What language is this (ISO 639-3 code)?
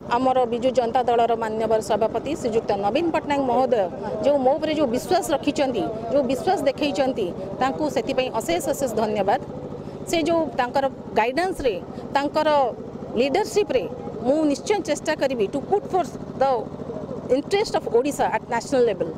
ori